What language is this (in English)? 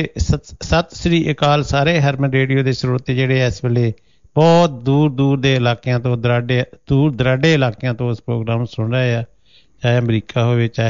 Punjabi